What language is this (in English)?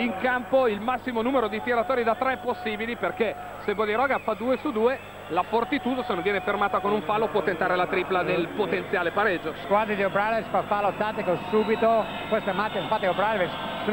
Italian